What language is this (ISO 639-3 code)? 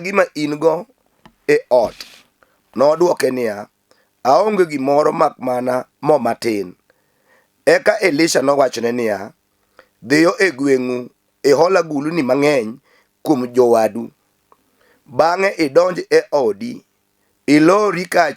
luo